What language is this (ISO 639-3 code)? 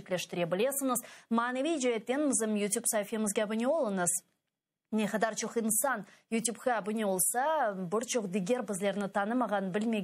crh